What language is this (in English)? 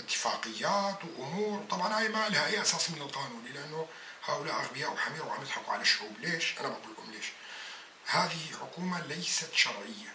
North Levantine Arabic